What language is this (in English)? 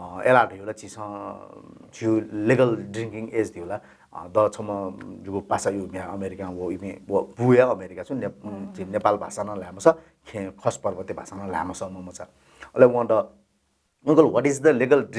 Newari